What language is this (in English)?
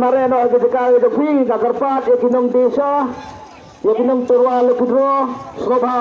Khasi